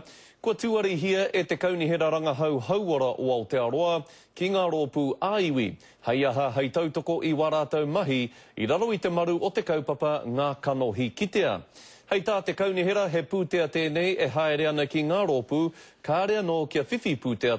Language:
Māori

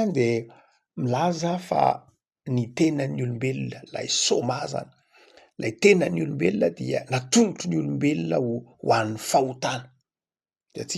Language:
Malagasy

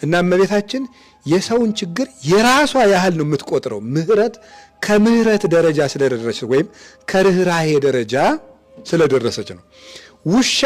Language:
Amharic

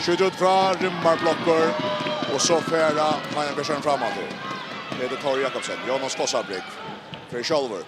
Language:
Faroese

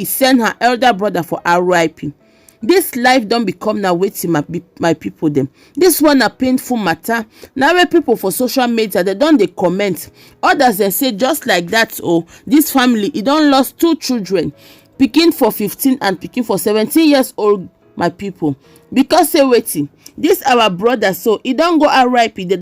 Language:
Nigerian Pidgin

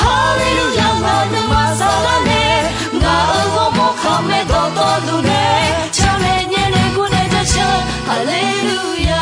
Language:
Akha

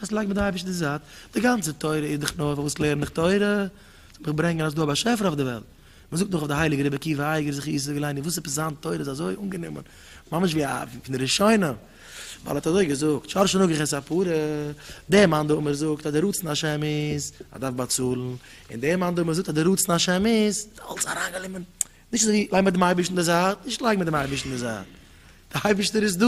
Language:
Yiddish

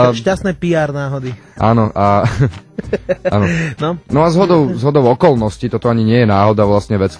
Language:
Slovak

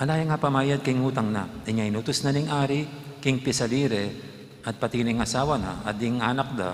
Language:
Pampanga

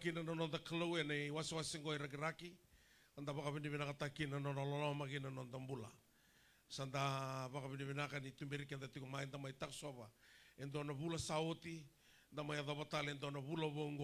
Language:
Fijian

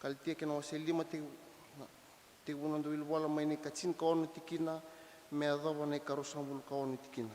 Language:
Fijian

